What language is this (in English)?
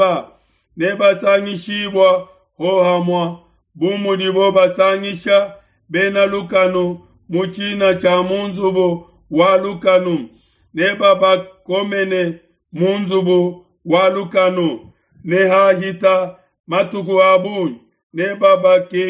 Luba-Lulua